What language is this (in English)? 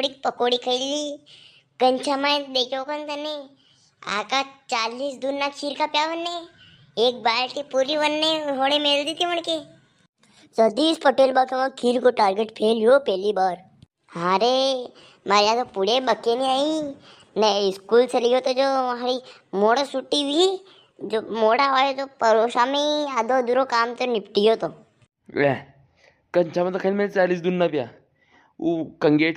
Rajasthani